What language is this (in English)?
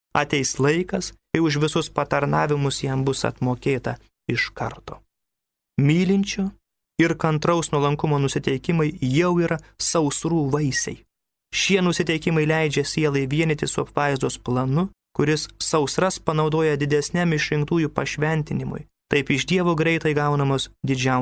Lithuanian